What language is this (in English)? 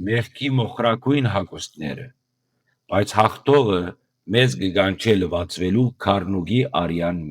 Western Armenian